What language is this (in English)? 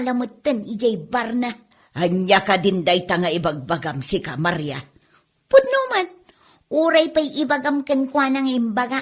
Iloko